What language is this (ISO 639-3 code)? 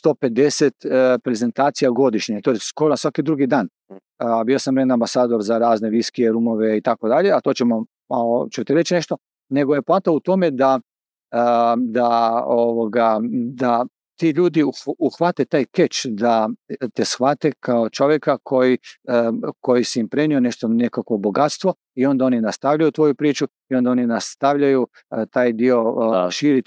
hrv